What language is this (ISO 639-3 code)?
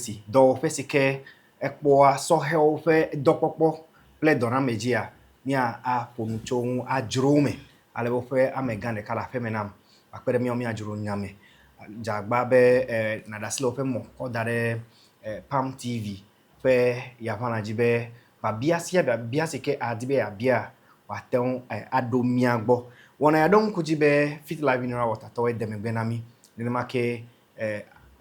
ewe